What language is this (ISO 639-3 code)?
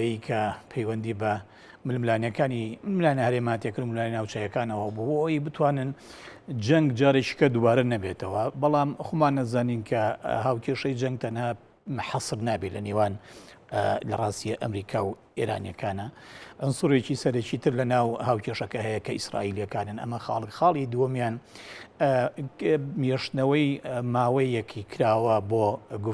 ckb